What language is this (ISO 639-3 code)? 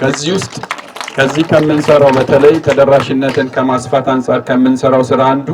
amh